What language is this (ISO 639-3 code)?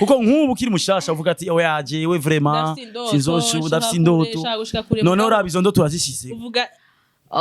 run